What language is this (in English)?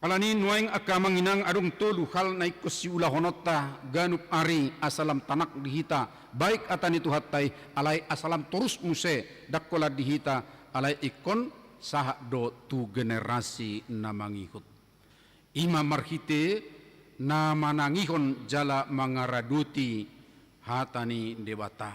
Batak Toba